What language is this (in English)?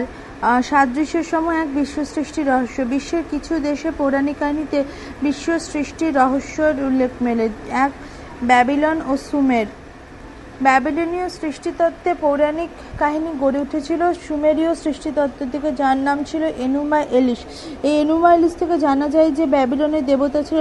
Bangla